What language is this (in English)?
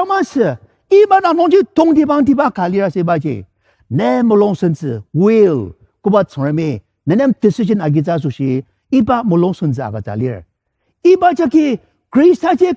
Ao Naga